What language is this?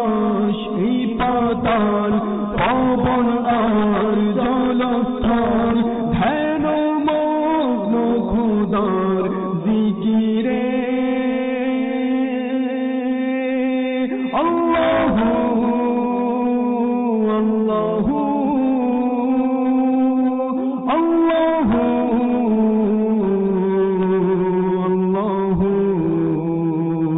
Bangla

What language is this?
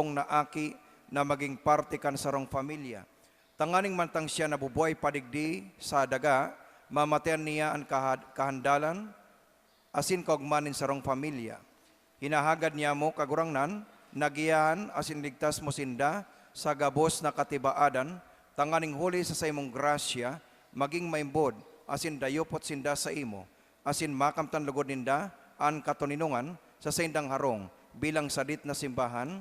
Bikol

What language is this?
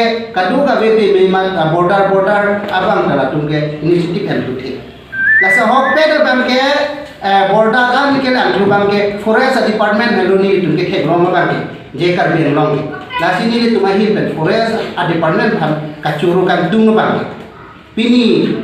Karbi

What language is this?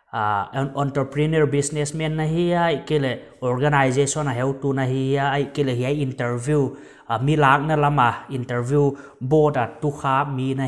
Paite Chin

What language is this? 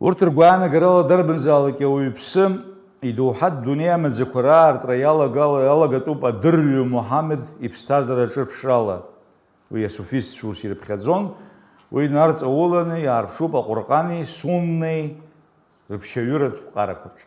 Abkhazian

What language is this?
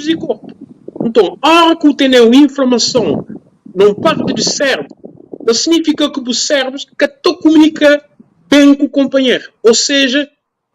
Kabuverdianu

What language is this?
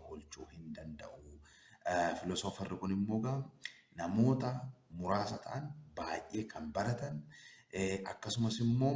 Oromo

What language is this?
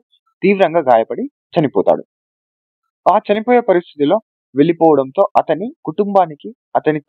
Telugu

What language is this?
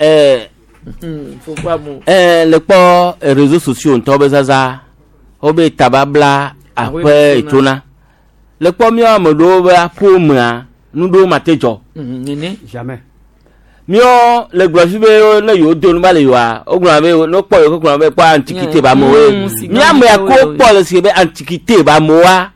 Gen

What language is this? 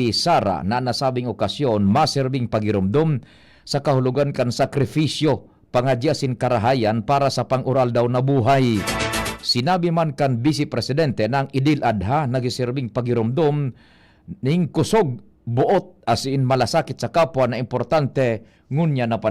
Bikol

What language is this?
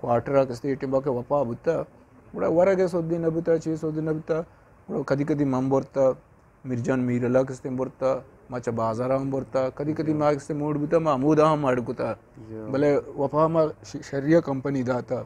Eastern Balochi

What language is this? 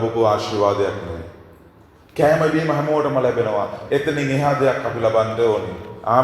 Sinhala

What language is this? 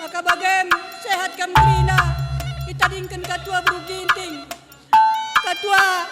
Batak Karo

